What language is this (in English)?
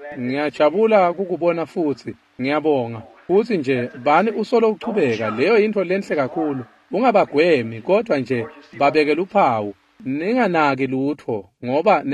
Swati